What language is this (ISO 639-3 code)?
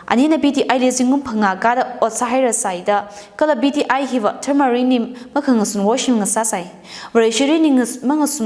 nmf